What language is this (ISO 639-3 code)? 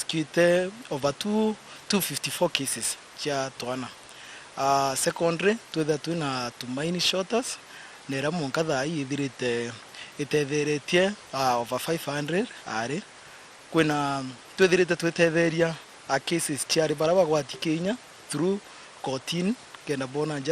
mer